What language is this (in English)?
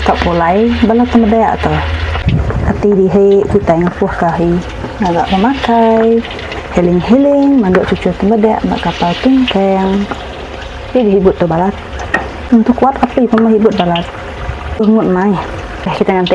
Iban